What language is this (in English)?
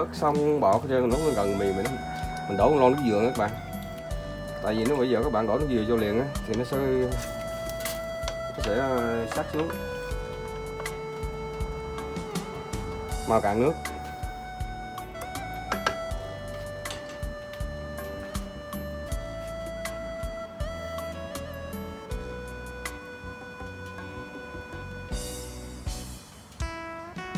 Vietnamese